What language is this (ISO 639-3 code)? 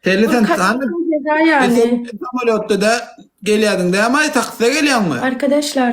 tuk